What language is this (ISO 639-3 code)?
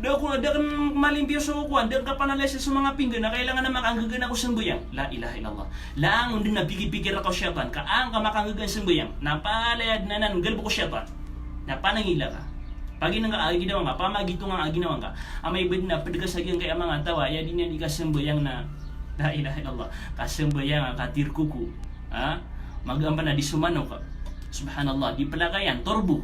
mrw